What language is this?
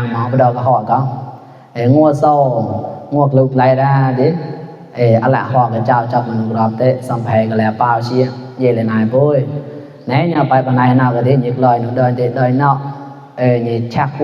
Mon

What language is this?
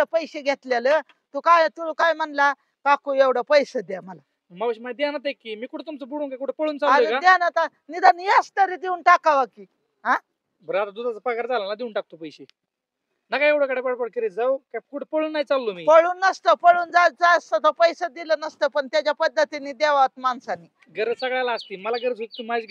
Marathi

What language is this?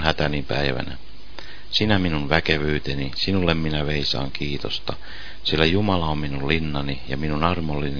Finnish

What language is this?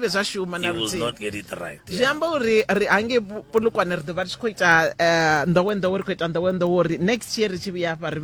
Venda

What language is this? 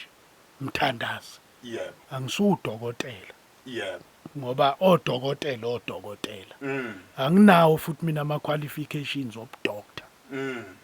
Zulu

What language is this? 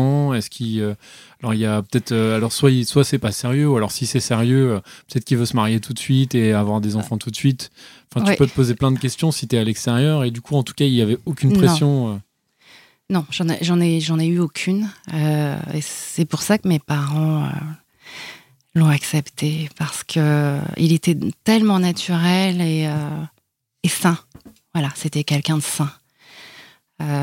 French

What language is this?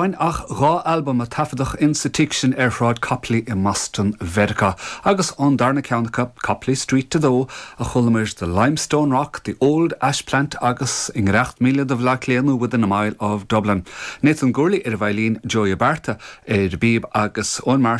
Irish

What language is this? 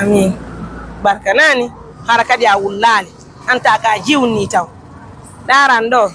Fula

